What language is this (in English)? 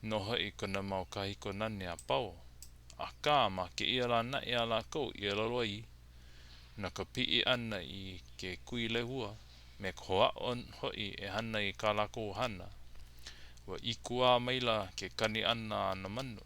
Hawaiian